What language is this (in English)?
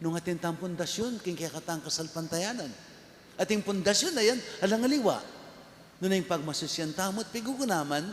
Pampanga